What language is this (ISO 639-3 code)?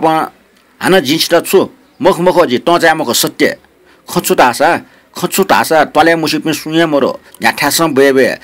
new